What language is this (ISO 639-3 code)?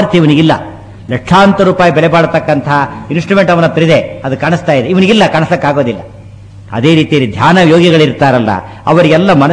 kan